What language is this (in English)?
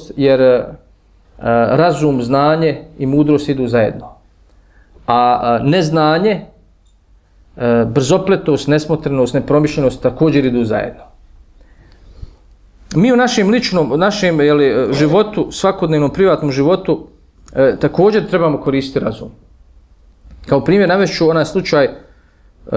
Bosnian